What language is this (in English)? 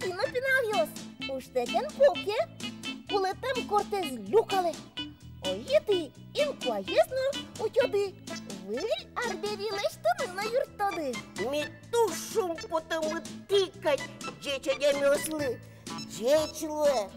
Udmurt